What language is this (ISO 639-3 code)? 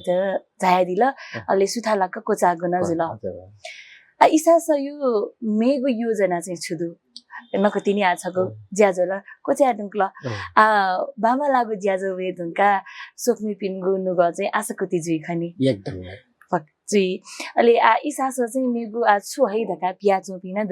new